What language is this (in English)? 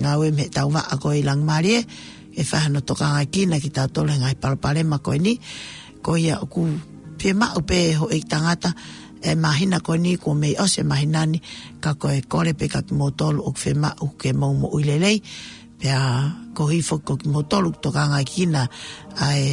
Tongan